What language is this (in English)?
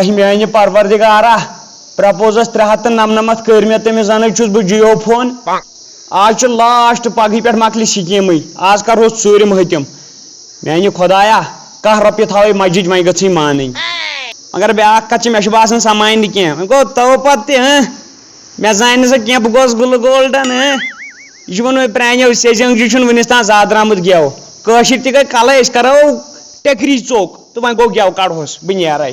Kashmiri